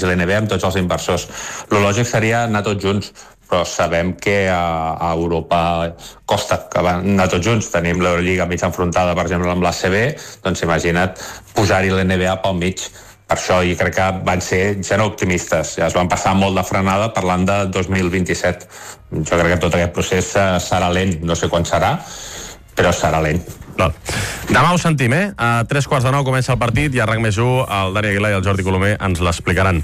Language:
Catalan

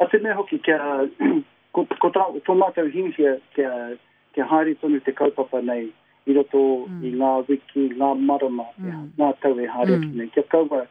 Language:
Māori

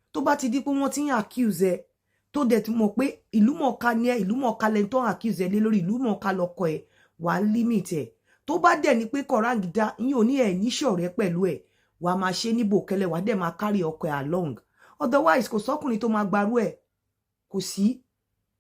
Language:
Yoruba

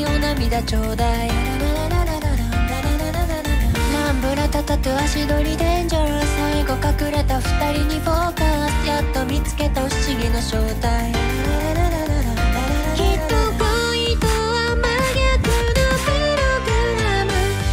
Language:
Japanese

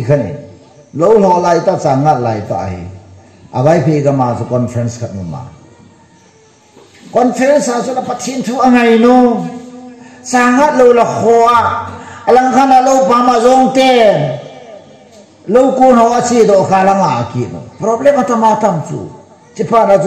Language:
Vietnamese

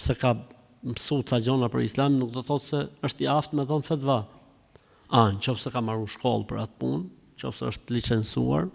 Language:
Albanian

